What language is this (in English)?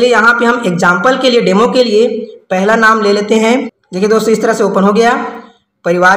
Hindi